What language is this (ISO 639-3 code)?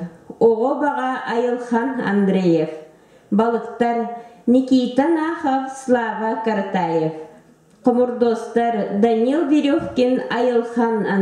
sah